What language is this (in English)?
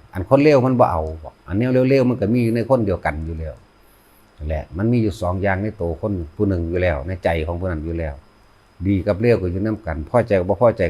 Lao